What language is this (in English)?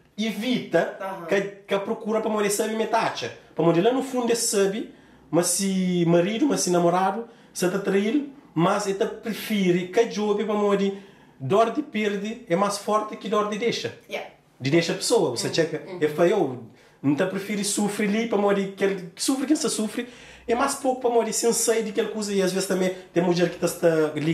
Kabuverdianu